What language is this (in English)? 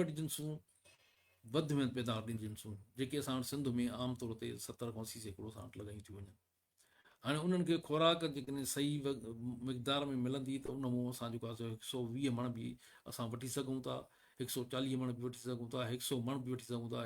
Sindhi